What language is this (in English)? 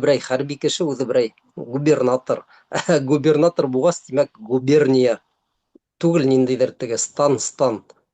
Bashkir